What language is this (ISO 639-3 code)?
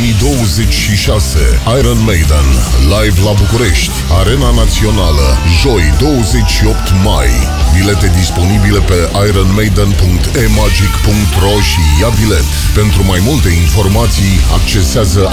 ron